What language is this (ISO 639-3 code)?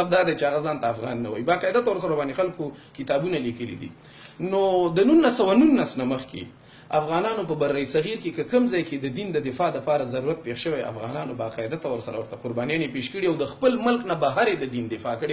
pus